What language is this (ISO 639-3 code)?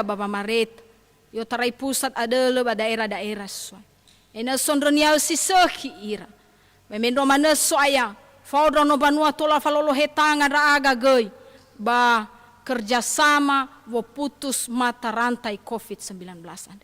nia